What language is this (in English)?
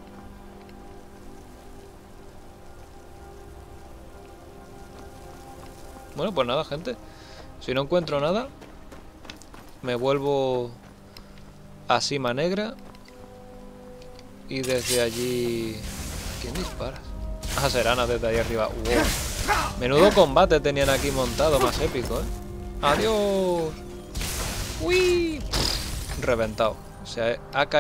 Spanish